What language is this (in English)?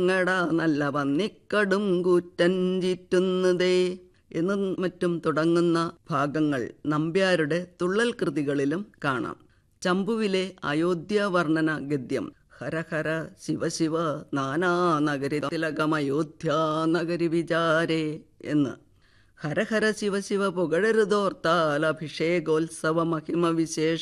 Malayalam